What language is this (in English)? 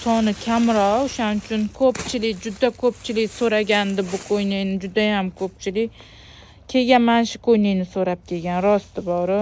Uzbek